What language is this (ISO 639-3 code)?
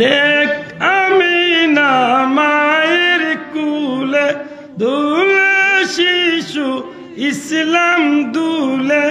syl